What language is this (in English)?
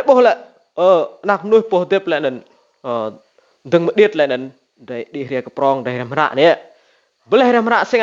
Rade